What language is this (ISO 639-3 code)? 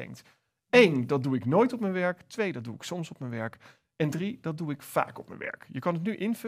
nld